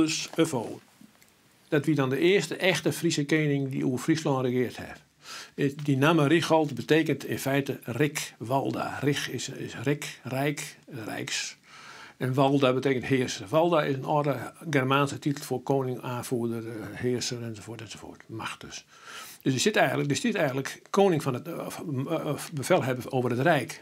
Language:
Western Frisian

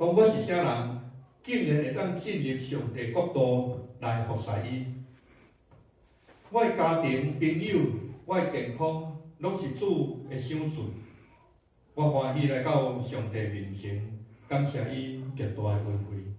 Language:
Min Nan Chinese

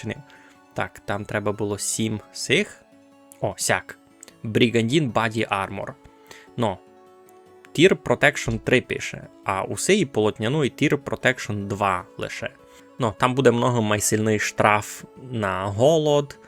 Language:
Rusyn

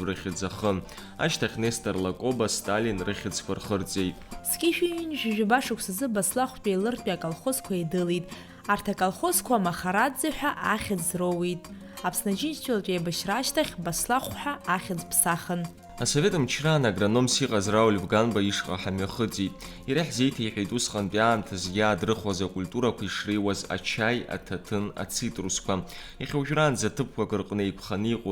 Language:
Abkhazian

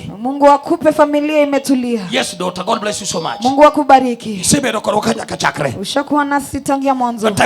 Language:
Luo (Kenya and Tanzania)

